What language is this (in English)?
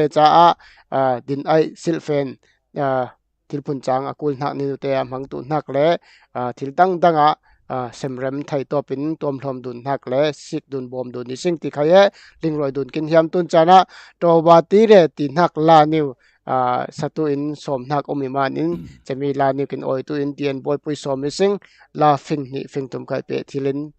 Falam Chin